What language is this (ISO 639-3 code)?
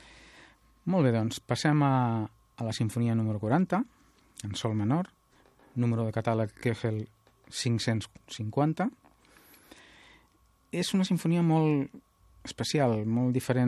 cat